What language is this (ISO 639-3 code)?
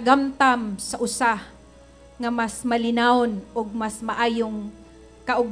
ceb